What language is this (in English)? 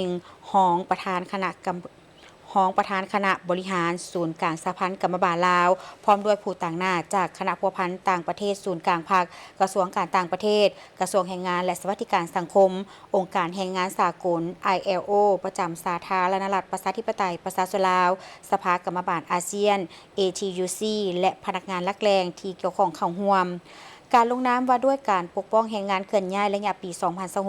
Lao